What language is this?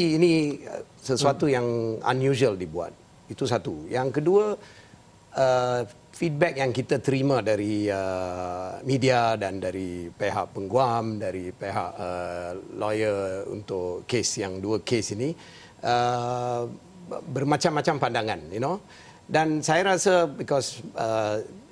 Malay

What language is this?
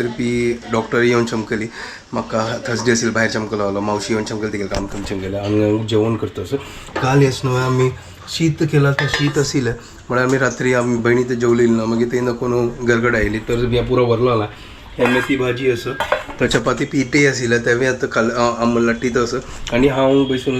Konkani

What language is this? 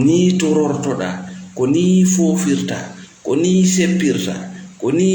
Fula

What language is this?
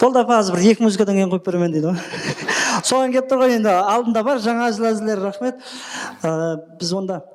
Kara-Kalpak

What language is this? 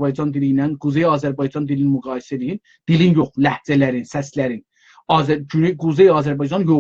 South Azerbaijani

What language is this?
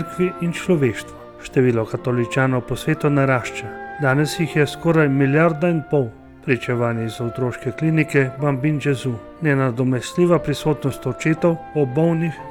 Slovenian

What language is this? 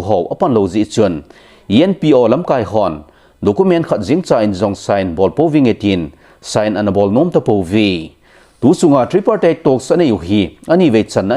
Thado Chin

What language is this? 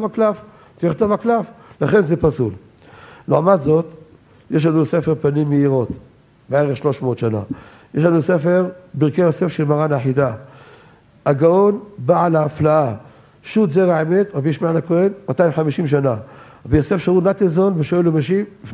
Hebrew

